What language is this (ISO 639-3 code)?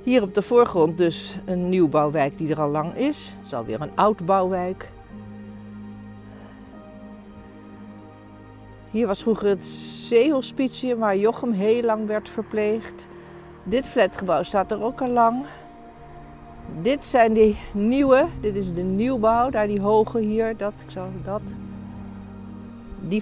nld